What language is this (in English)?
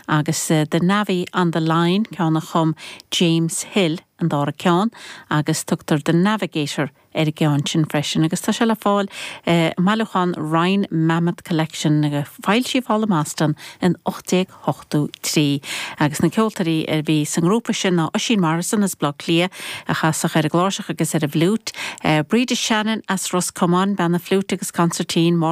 Irish